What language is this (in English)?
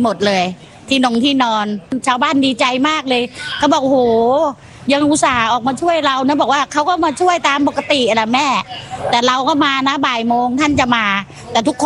Thai